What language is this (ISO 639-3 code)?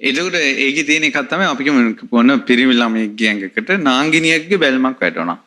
sin